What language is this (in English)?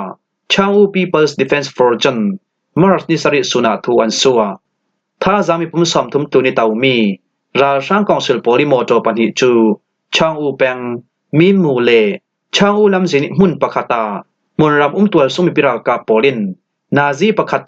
Falam Chin